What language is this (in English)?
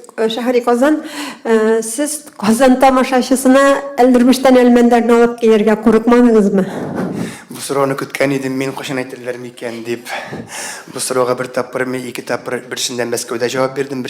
Tatar